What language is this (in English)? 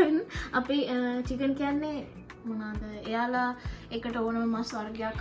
Sinhala